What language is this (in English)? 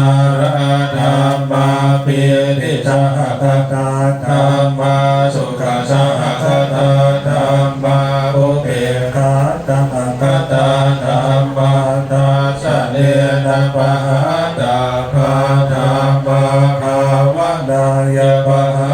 Pali